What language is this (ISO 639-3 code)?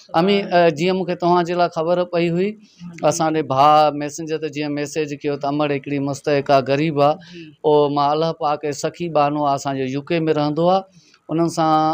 snd